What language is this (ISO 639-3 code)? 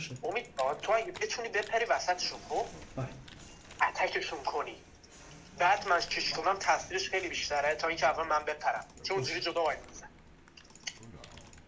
fas